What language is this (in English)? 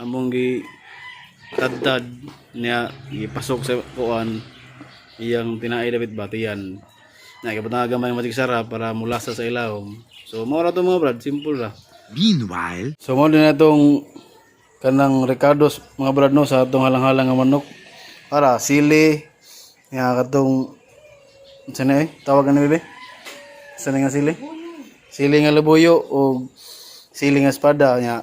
Cebuano